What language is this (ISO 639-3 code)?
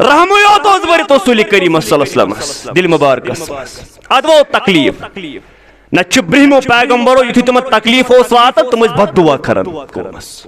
kas